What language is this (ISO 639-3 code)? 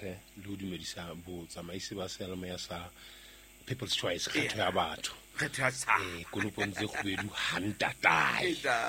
sot